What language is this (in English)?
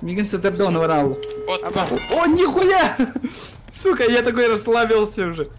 Yakut